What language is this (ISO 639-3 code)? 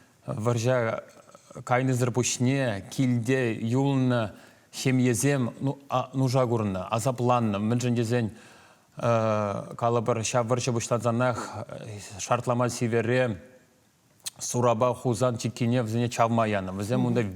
chv